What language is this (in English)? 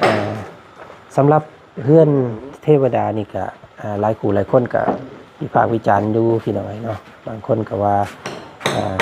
Lao